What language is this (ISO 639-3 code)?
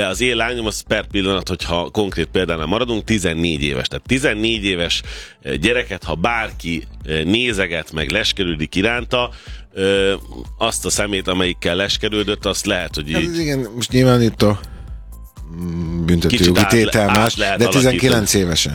hun